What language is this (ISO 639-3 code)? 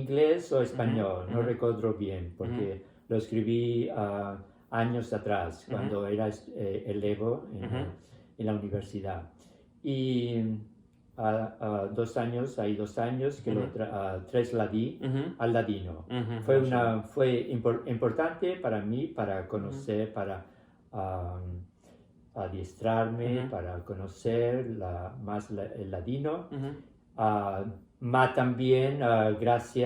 lad